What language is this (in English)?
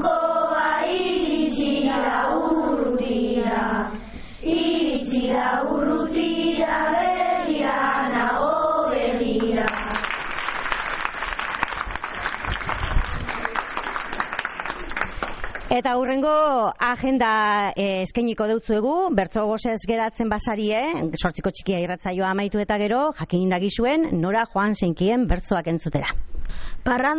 Basque